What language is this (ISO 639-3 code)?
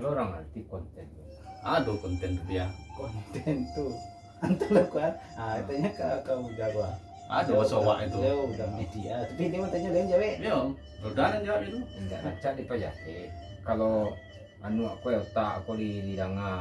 min